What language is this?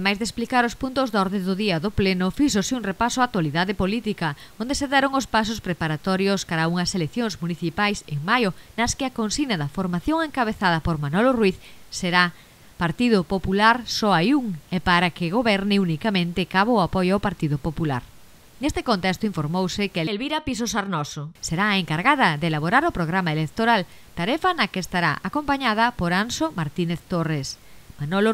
Galician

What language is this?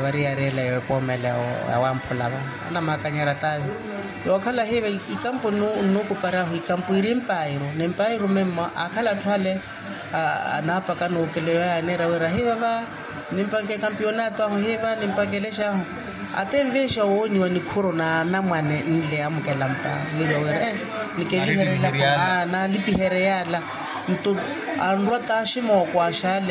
Makhuwa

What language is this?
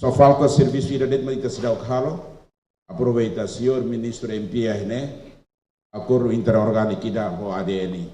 Tetum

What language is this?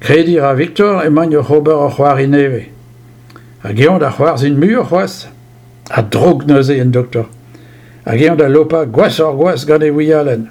Breton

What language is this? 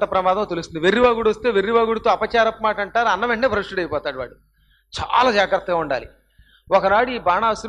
Telugu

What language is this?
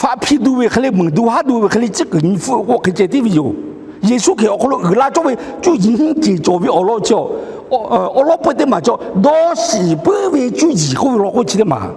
Lahu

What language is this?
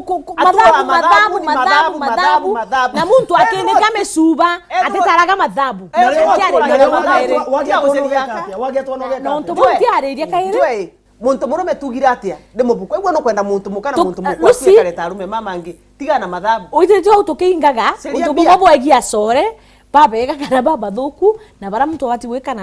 Meru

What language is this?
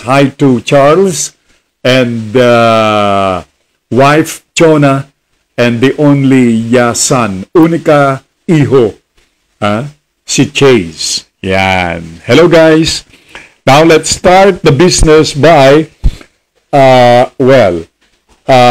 Filipino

